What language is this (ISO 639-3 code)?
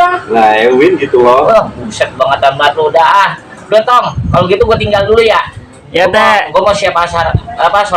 bew